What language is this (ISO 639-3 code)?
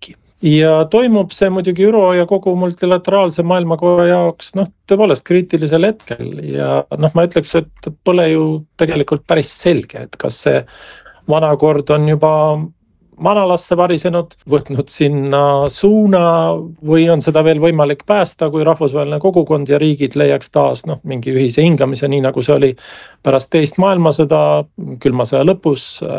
est